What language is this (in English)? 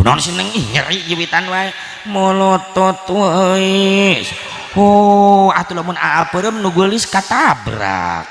Sundanese